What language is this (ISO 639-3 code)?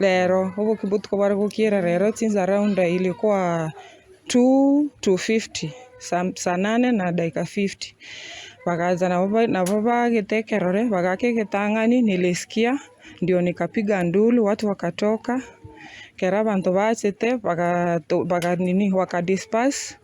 guz